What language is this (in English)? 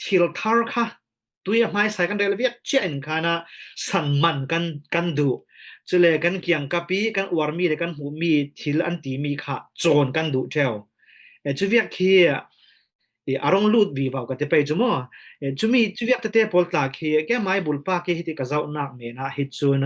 Falam Chin